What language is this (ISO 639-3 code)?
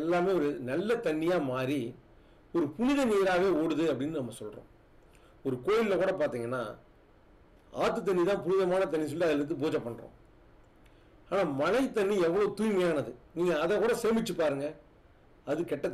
tam